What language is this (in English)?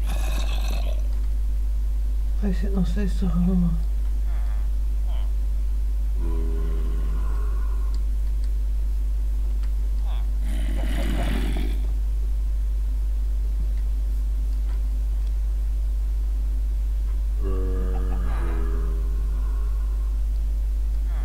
Dutch